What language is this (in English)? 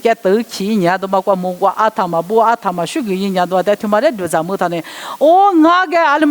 Lisu